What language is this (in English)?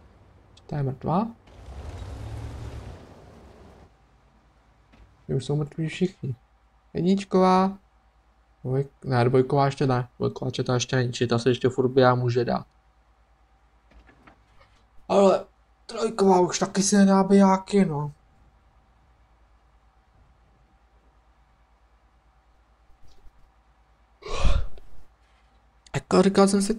Czech